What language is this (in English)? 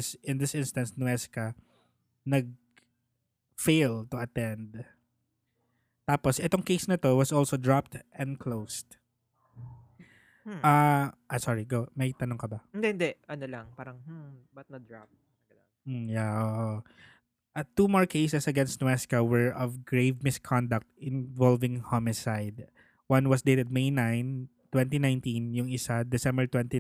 Filipino